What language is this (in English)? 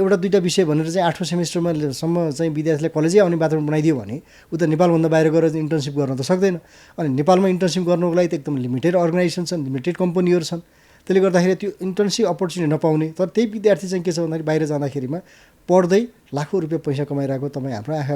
Nepali